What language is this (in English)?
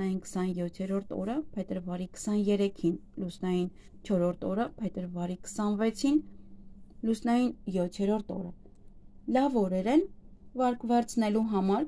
Armenian